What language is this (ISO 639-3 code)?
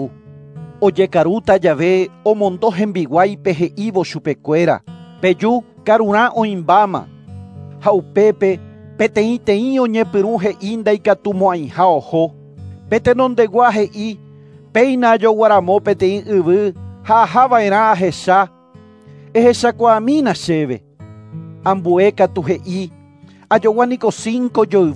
grn